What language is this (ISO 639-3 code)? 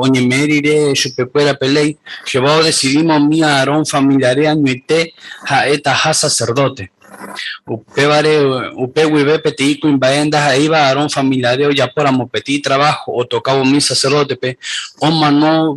grn